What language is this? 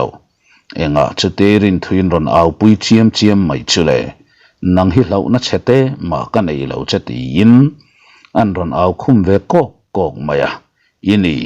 Mizo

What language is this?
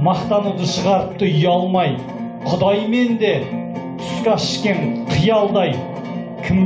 Kyrgyz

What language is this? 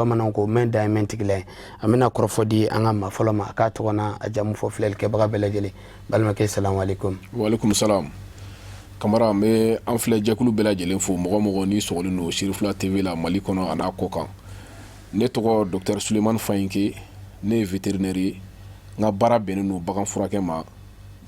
Bambara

